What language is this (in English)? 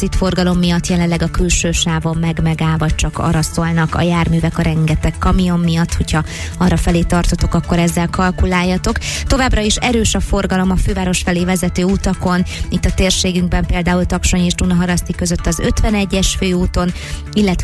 Hungarian